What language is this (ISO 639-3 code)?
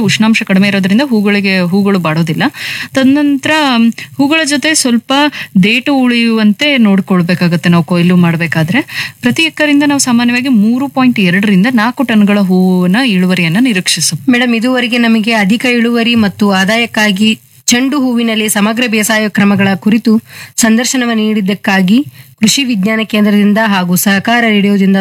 kan